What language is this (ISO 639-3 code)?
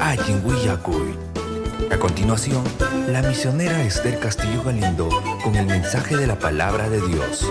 quy